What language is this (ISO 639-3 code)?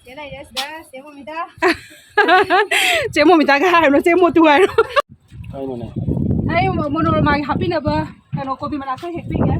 mni